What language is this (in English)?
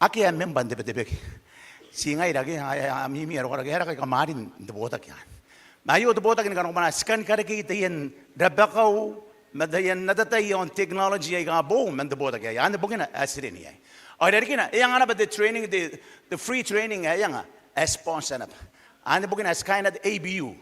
Gilbertese